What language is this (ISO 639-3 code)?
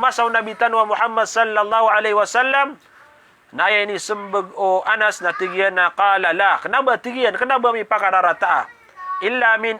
mrw